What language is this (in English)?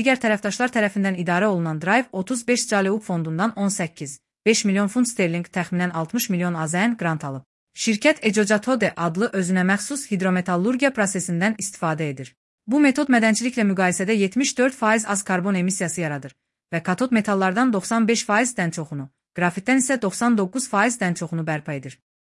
Azerbaijani